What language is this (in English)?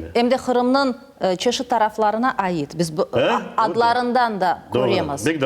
Crimean Tatar